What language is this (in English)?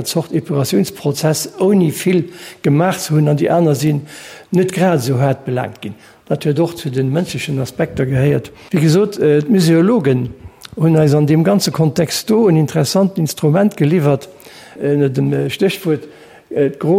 Luxembourgish